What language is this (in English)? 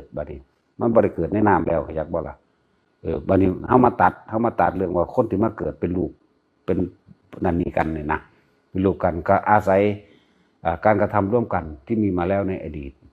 Northeastern Thai